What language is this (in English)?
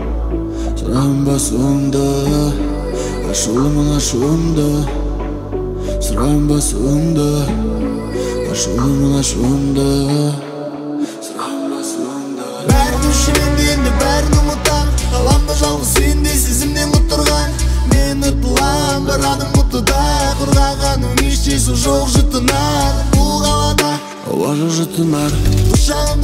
Kazakh